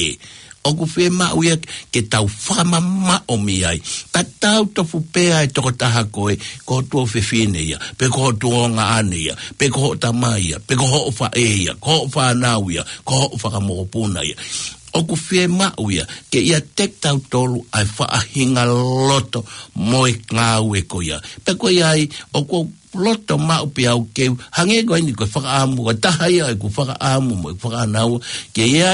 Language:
Tongan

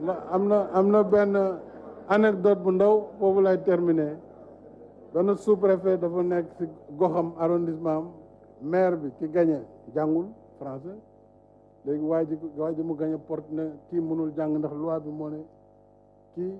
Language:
Wolof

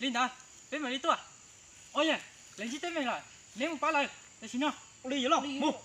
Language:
Hmong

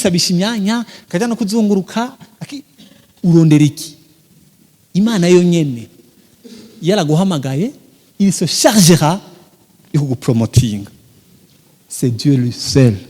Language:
Rundi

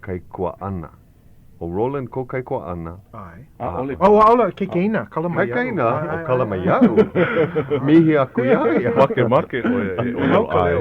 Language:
Hawaiian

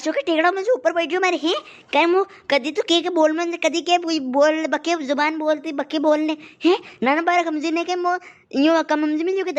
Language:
Rajasthani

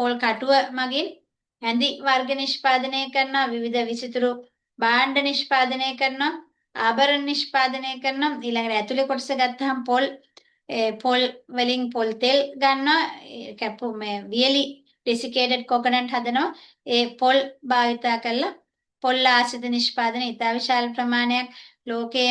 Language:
Sinhala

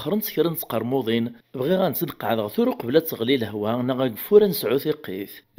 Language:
Kabyle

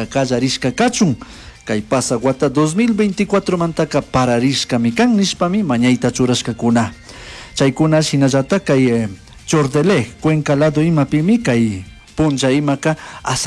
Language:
Chimborazo Highland Quichua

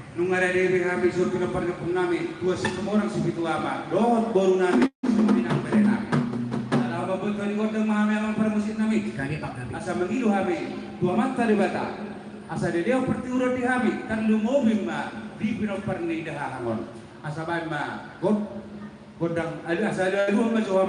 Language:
Batak Toba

